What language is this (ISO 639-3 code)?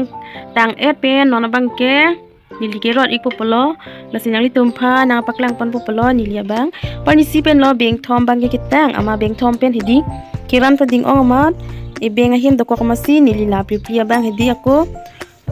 mjw